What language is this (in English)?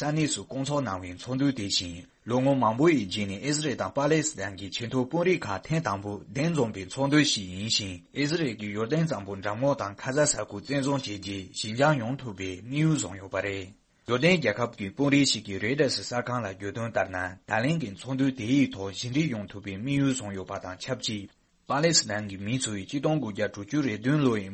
Tibetan